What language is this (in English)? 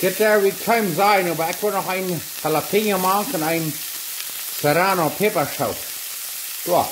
Plautdietsch